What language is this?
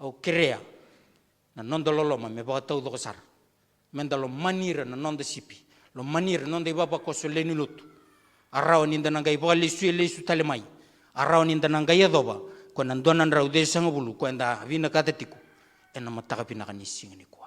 Fijian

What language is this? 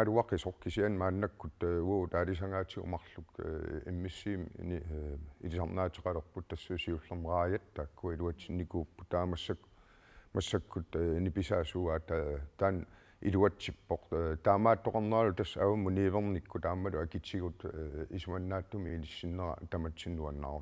Kalaallisut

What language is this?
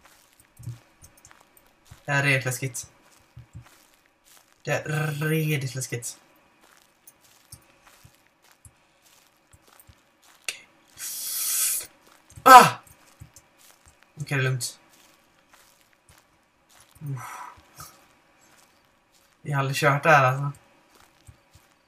Swedish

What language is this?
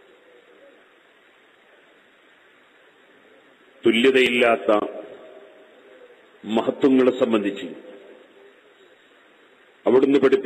Malayalam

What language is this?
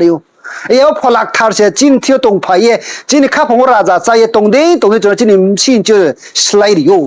Riang (India)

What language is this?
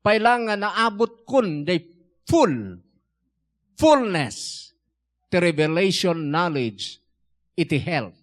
Iloko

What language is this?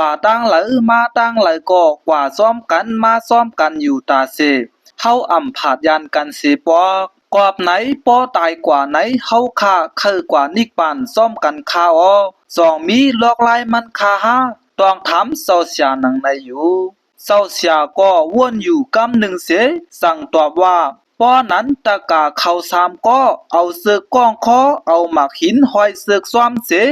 Shan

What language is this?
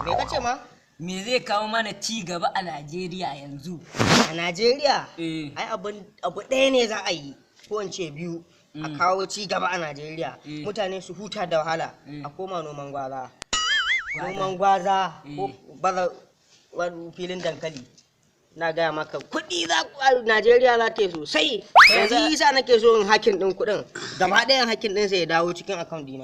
Hausa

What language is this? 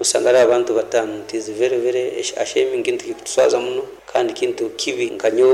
Nyoro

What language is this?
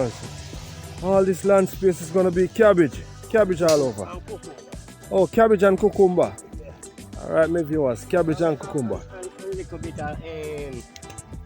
Jamaican Creole English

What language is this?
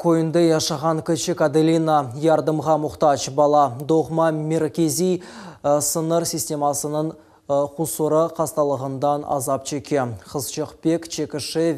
Crimean Tatar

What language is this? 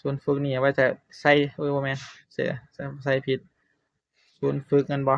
Northeastern Thai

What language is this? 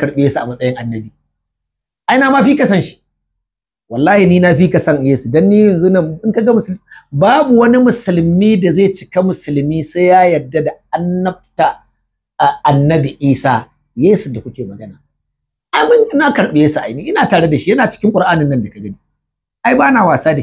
Hausa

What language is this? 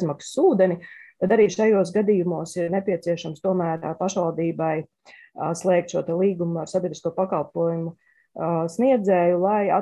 Latvian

